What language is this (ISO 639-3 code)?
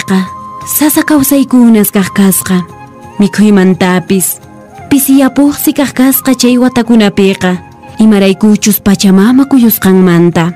que